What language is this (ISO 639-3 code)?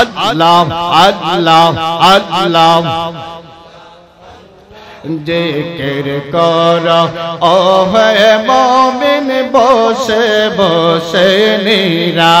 ben